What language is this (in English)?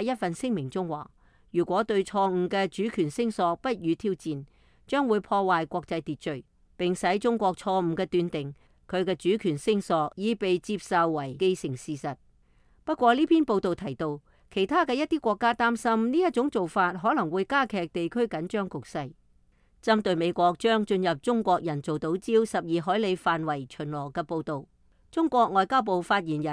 Cantonese